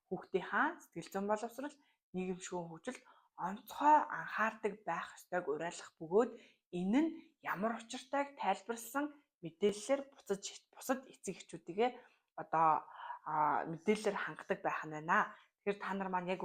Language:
Mongolian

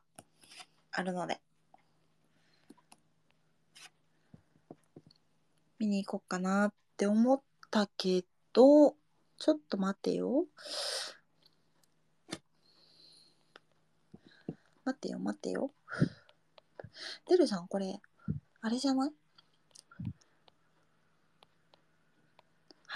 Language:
Japanese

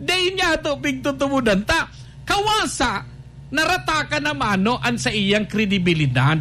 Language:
Bikol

